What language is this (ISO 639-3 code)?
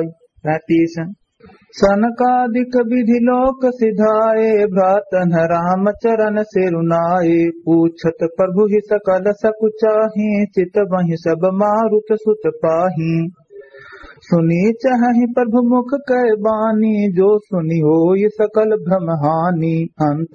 awa